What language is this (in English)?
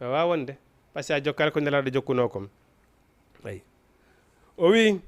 Fula